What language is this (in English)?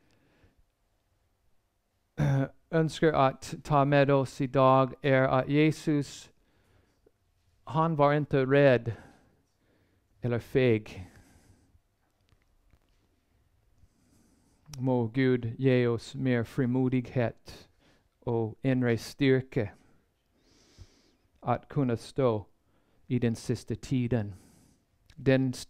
Swedish